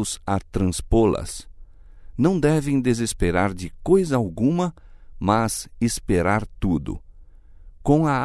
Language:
Portuguese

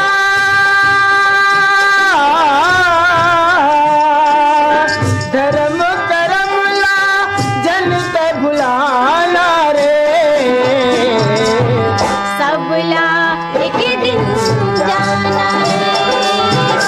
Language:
Chhattisgarhi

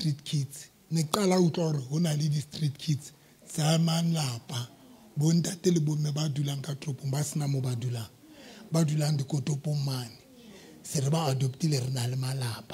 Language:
Southern Sotho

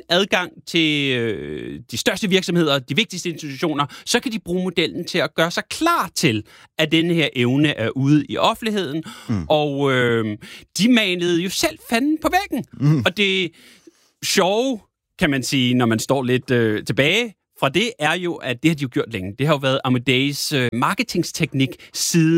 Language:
Danish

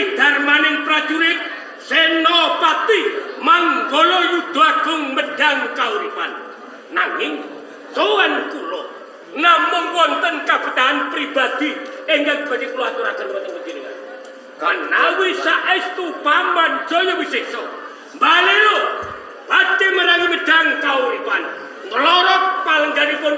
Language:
Javanese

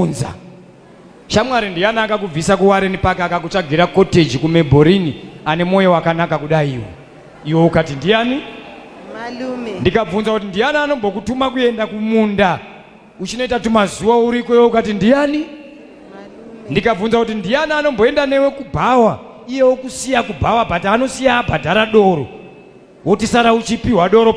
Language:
Shona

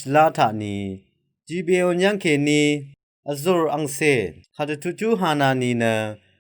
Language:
Rawang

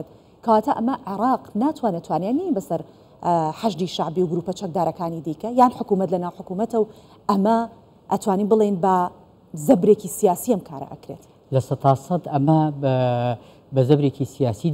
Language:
Central Kurdish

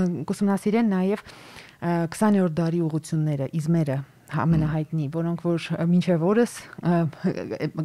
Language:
Armenian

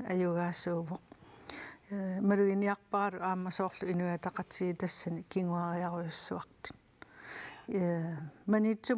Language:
Kalaallisut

